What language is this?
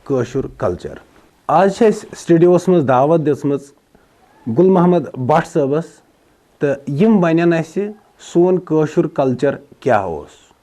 Kashmiri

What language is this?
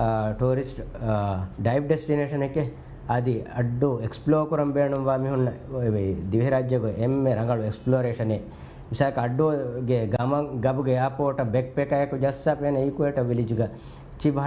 Divehi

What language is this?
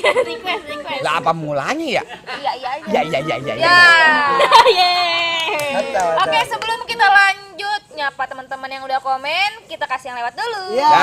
Betawi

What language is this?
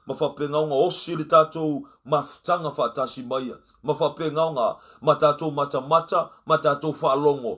Samoan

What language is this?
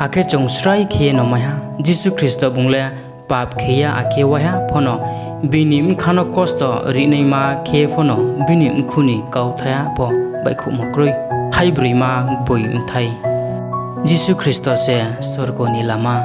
Riang (India)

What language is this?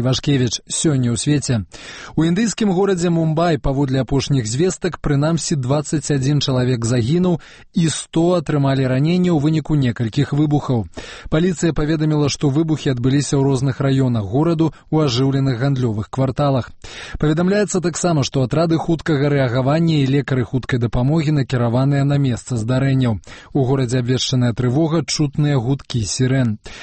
Belarusian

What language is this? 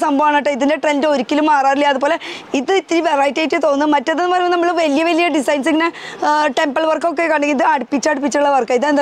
Malayalam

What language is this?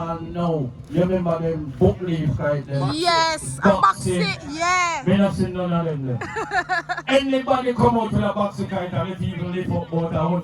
Jamaican Creole English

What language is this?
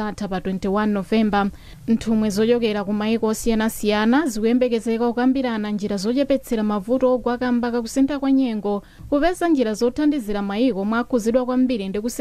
Nyanja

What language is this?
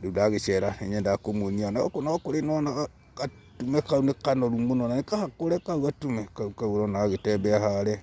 Kikuyu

